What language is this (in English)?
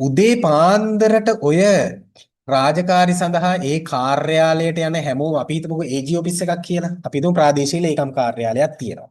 Sinhala